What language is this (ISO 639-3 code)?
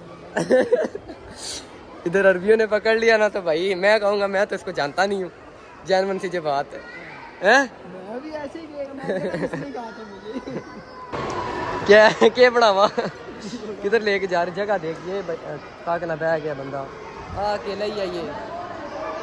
hin